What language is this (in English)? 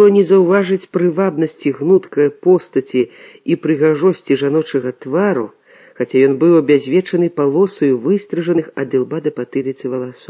Belarusian